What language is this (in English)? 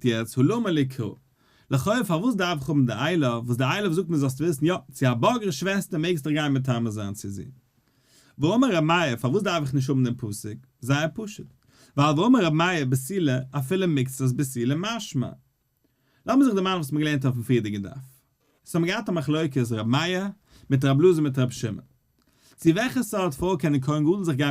Yiddish